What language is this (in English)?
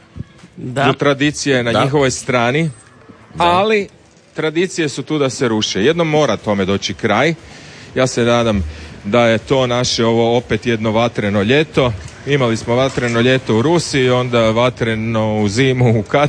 Croatian